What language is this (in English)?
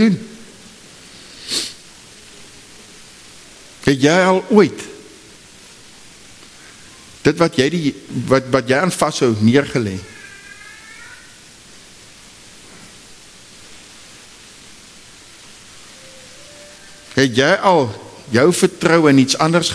Afrikaans